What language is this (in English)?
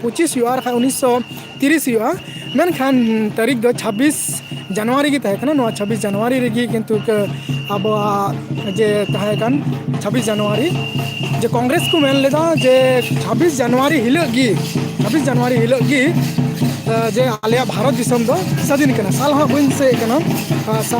Santali